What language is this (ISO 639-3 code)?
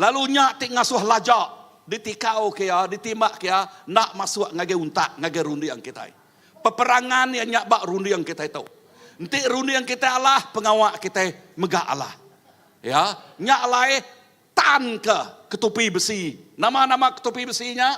iba